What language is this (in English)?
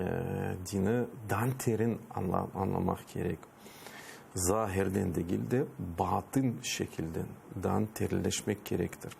Crimean Tatar